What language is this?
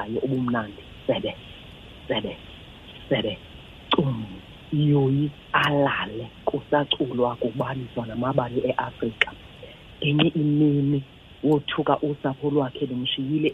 Xhosa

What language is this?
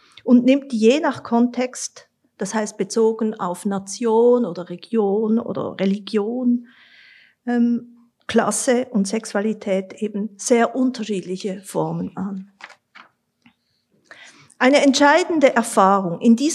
German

